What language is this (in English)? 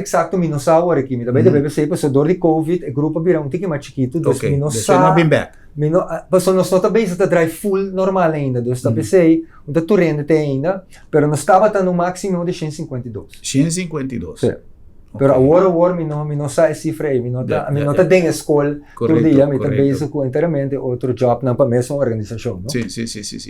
Papiamento